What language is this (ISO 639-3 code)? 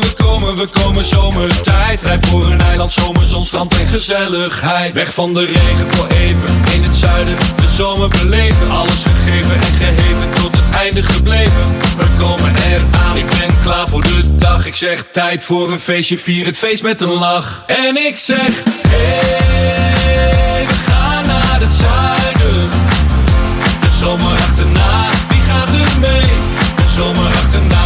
nld